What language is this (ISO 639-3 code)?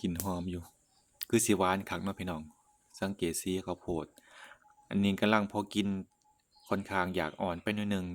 lao